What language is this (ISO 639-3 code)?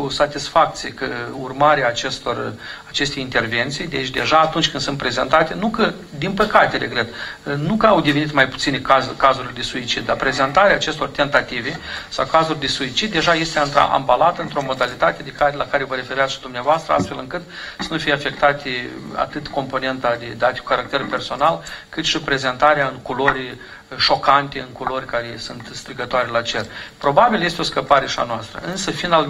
ron